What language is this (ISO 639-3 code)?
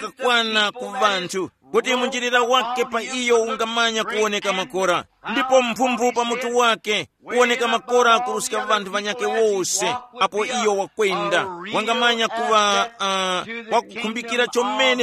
tum